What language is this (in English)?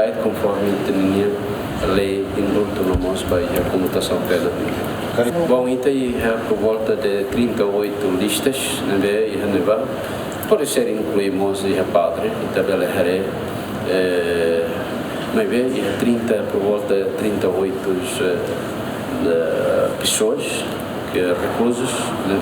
Tetum